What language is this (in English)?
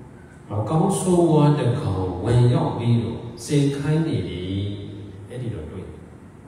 Burmese